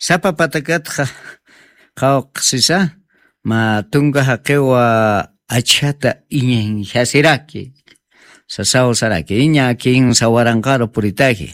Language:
Aymara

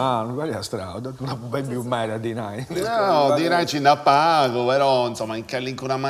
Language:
Sardinian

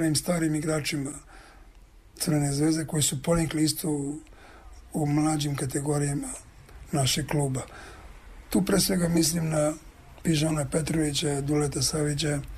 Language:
Serbian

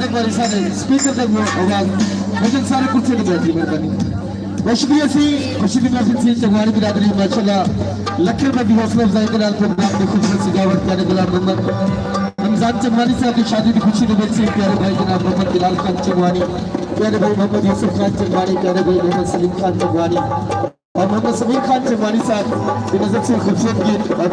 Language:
Saraiki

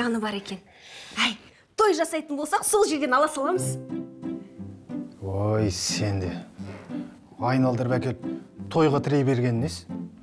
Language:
Kazakh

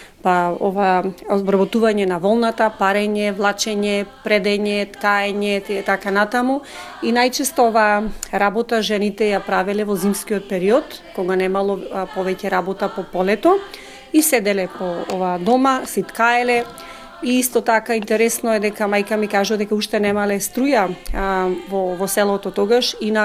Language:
Macedonian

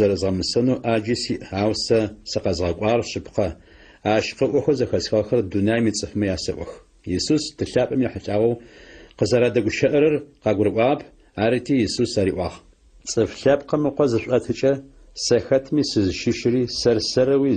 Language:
Adyghe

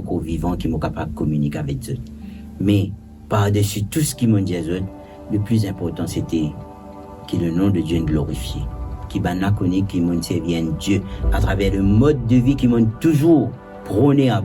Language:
Morisyen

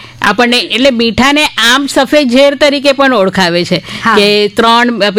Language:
Gujarati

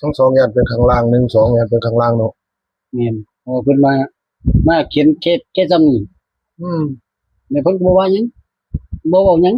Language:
Northeastern Thai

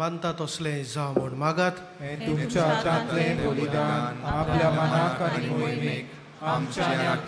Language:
Konkani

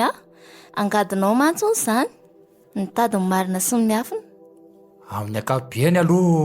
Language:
Malagasy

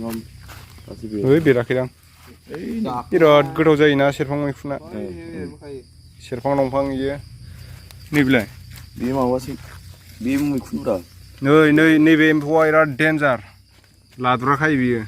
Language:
Bodo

